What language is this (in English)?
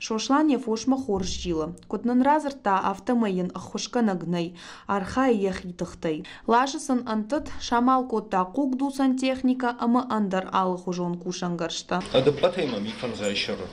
Ossetic